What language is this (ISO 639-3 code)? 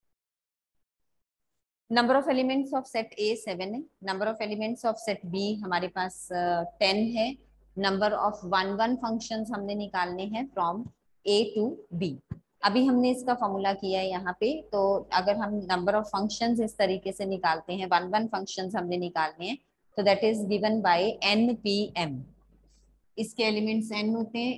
hin